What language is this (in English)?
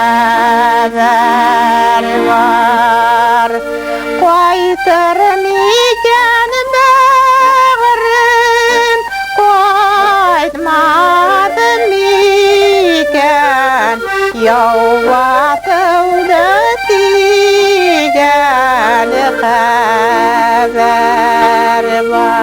Bashkir